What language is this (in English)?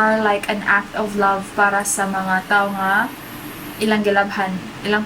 Cebuano